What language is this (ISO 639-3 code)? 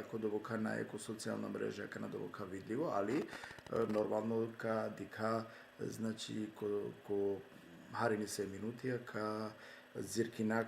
rmn